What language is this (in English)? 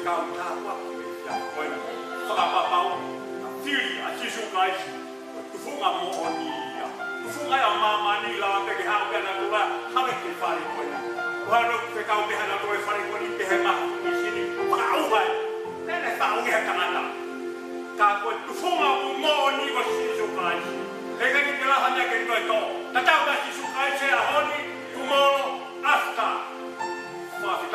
Tongan